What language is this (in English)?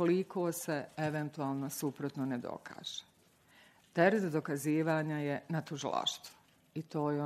Bosnian